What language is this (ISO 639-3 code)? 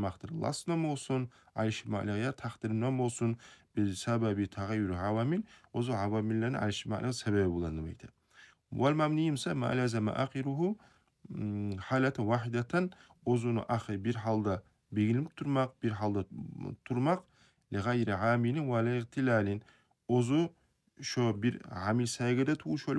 kum